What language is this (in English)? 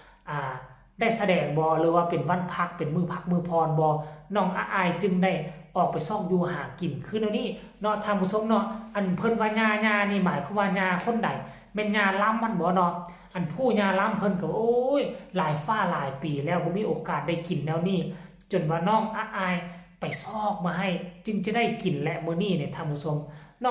Lao